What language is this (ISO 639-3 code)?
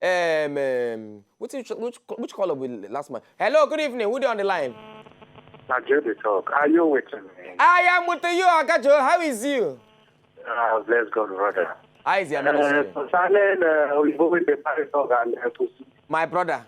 pcm